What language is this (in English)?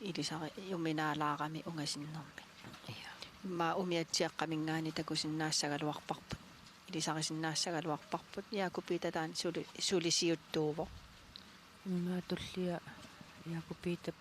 Kalaallisut